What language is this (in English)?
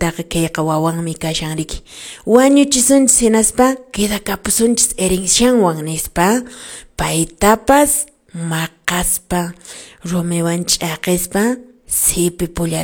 Quechua